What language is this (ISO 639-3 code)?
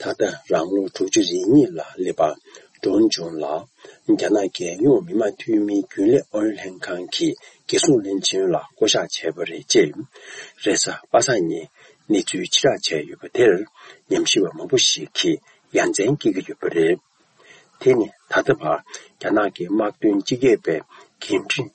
bod